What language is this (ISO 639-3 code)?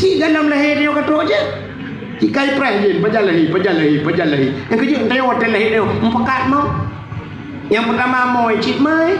ace